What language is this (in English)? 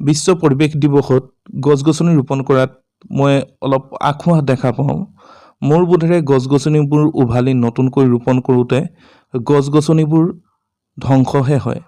Assamese